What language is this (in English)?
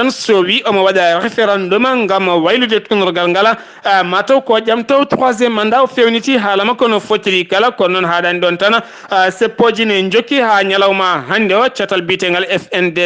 Fula